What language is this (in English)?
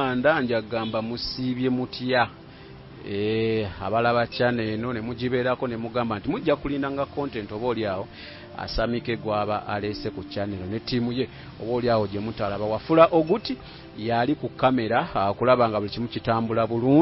Ganda